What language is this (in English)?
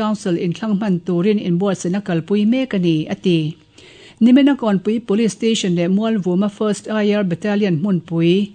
Mizo